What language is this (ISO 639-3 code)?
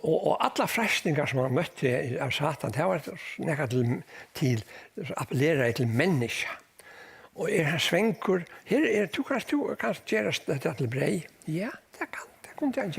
fao